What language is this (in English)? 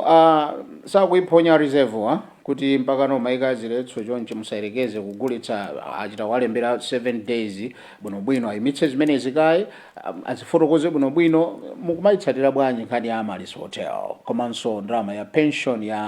Nyanja